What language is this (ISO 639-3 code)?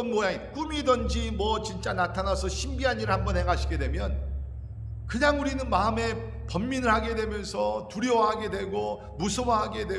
kor